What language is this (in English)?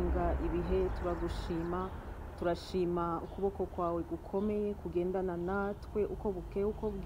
Kinyarwanda